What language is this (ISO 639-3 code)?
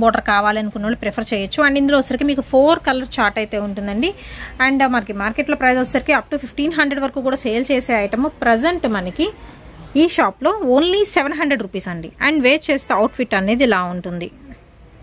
tel